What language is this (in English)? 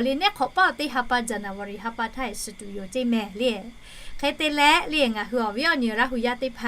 Lahu